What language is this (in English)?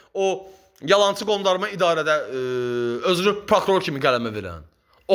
Azerbaijani